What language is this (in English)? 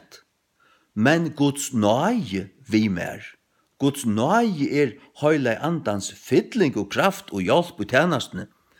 Faroese